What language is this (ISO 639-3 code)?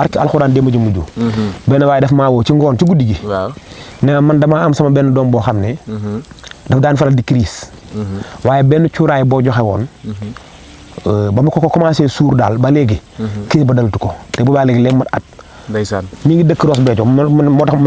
wol